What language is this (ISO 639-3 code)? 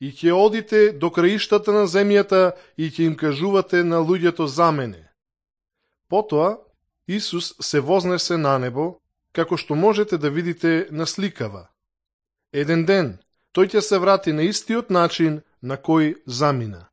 mkd